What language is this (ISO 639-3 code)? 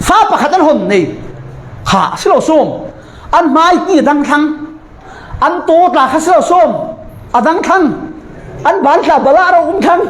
cfm